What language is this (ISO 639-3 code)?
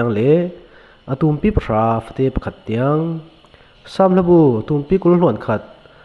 cfm